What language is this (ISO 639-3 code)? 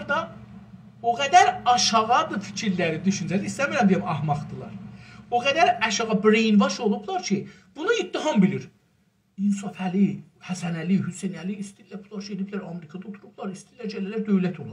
azb